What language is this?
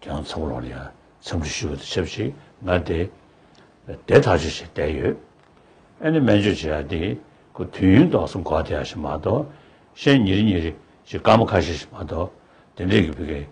Tibetan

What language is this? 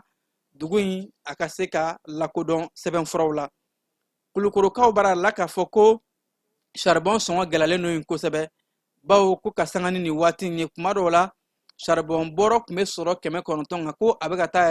Bambara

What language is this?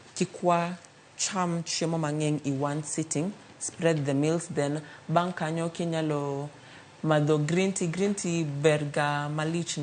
Luo (Kenya and Tanzania)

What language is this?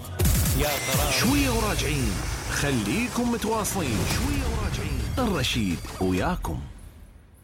Mesopotamian Arabic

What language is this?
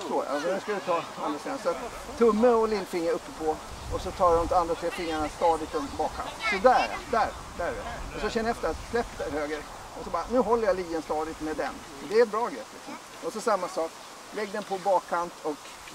Swedish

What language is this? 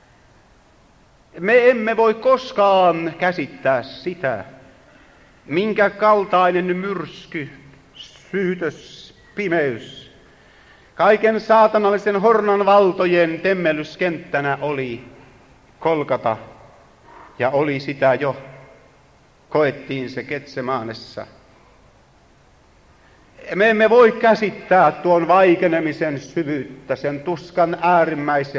Finnish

